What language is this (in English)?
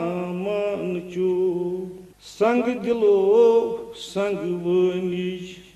Kashmiri